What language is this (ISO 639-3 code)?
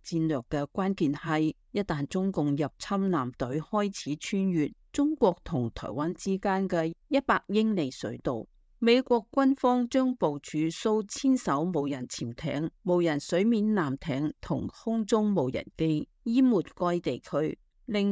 yue